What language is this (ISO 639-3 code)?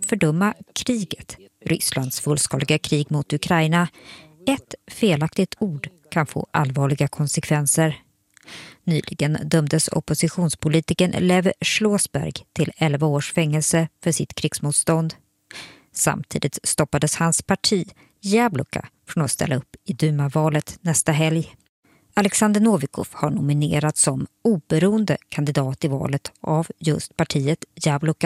swe